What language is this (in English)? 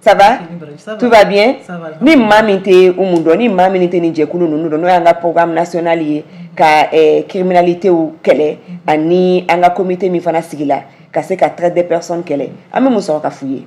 Bambara